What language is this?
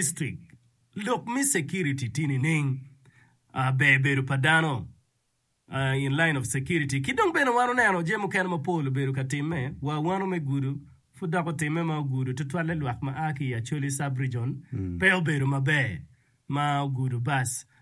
Acoli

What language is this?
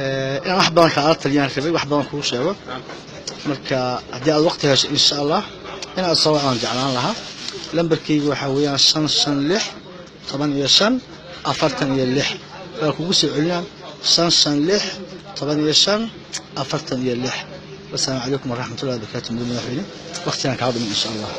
Somali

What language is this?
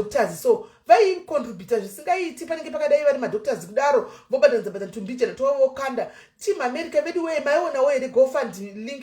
Shona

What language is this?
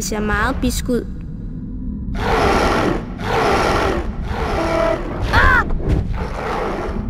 Danish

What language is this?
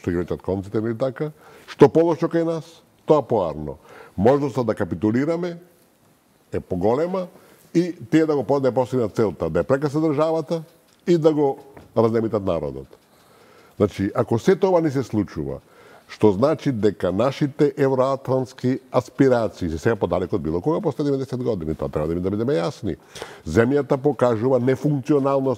Macedonian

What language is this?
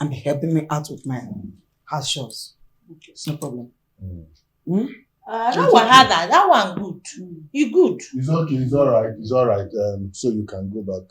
Nigerian Pidgin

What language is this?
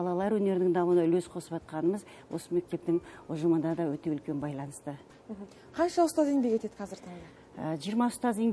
Kazakh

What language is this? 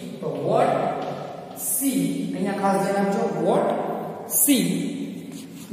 Gujarati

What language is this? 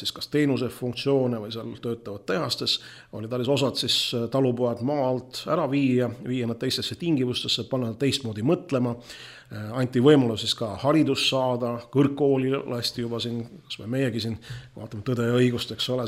Estonian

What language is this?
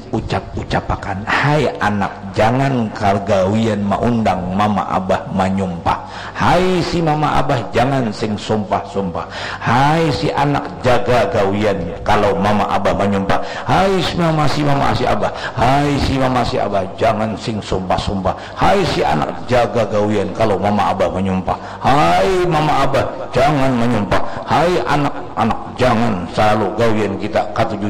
Banjar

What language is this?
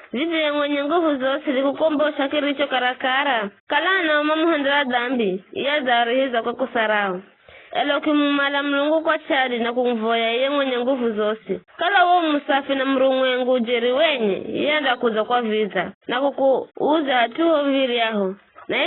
Giryama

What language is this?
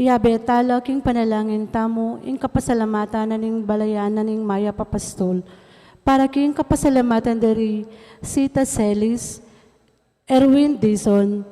Pampanga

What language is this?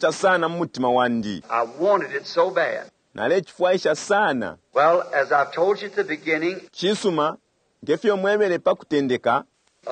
Bemba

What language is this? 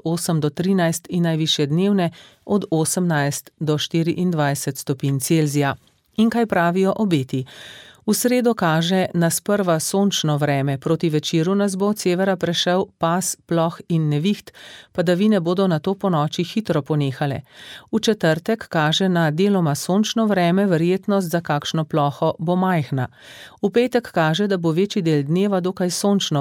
Slovenian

